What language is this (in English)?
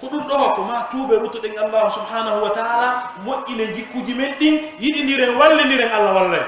Pular